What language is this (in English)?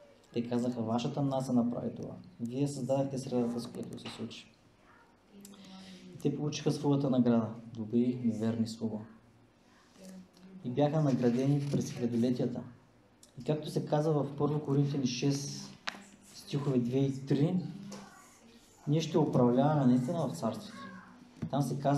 Bulgarian